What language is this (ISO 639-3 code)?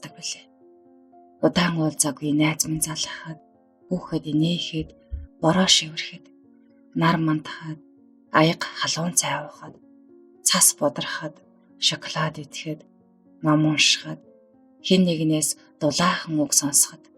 mon